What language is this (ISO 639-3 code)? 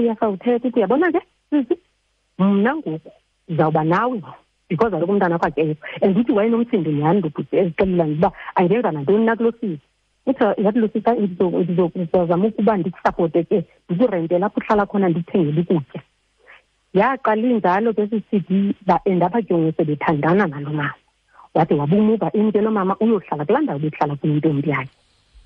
xho